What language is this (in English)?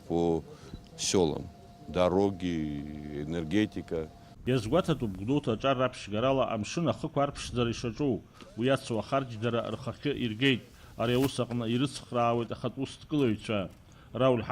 Abkhazian